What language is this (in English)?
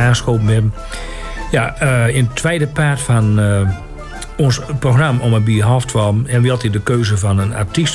Dutch